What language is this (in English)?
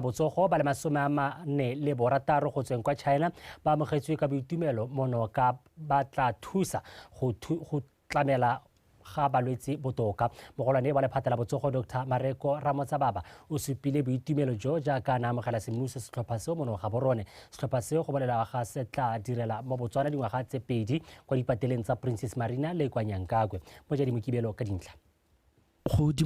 Tswana